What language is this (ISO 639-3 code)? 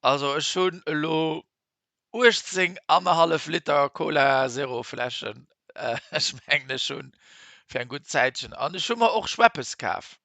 ltz